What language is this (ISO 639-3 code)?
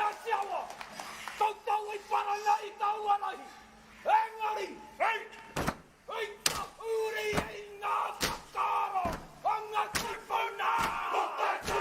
mri